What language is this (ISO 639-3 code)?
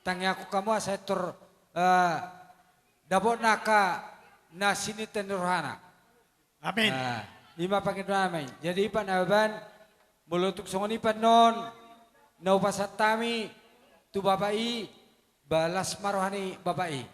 bbc